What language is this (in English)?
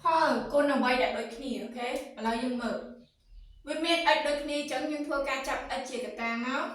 Khmer